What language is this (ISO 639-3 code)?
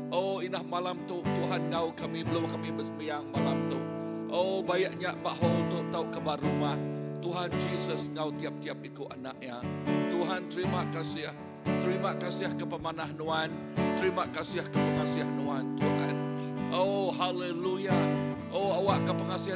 iba